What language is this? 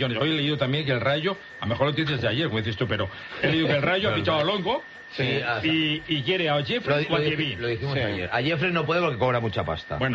Spanish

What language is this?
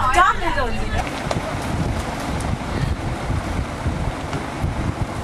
Vietnamese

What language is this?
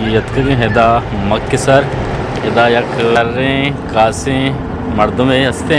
Eastern Balochi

